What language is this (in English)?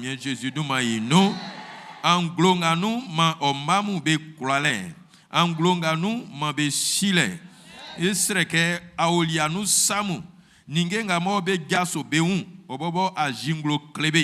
Baoulé